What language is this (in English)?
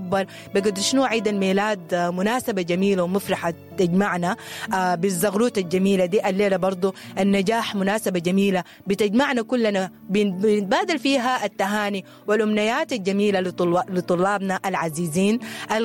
Sudanese Arabic